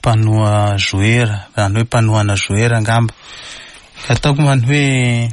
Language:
Malagasy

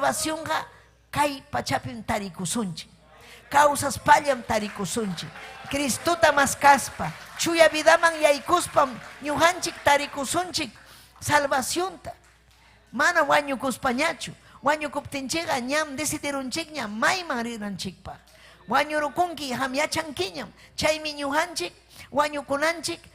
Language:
Ayacucho Quechua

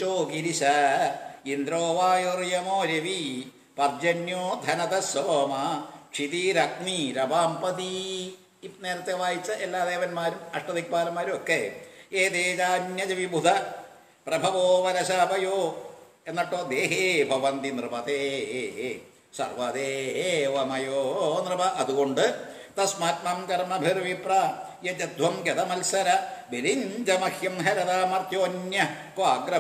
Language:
Malayalam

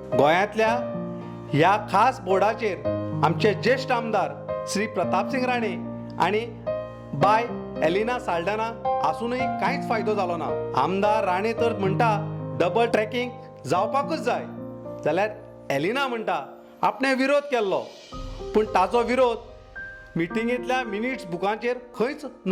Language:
Konkani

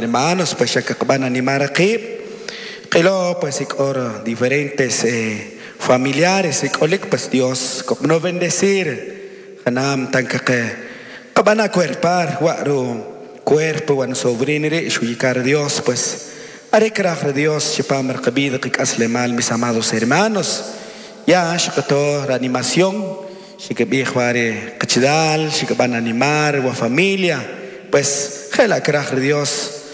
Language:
Kʼicheʼ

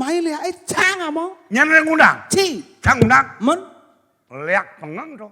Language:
Balinese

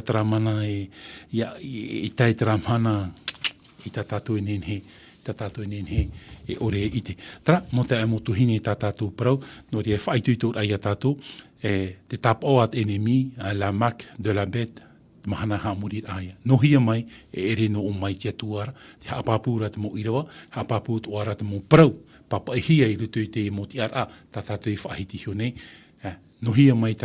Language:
Tahitian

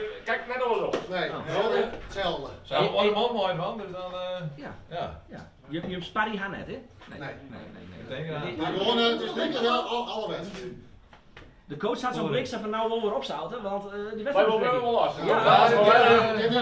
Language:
Western Frisian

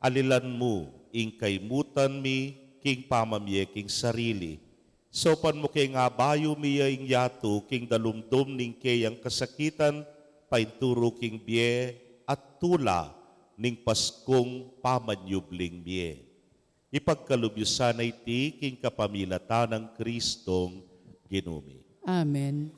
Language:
Pampanga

